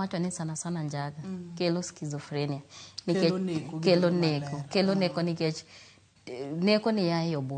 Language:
Luo (Kenya and Tanzania)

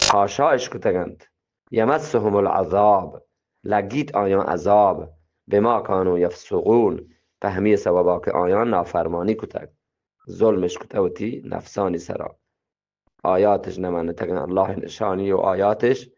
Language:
Eastern Balochi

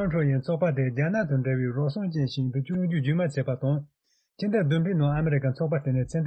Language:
Tibetan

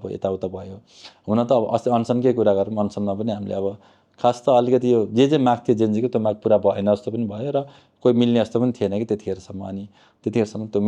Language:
Nepali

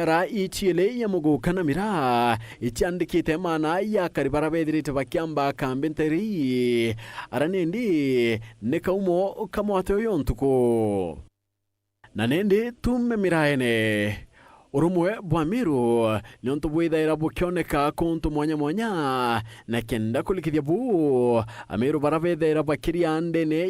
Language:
Meru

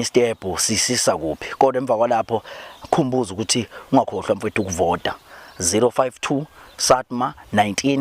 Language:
Zulu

